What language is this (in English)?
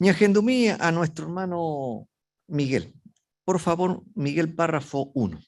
Guarani